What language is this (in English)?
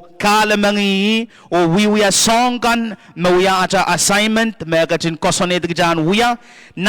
Pohnpeian